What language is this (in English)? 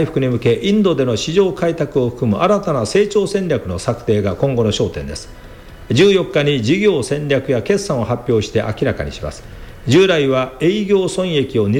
Japanese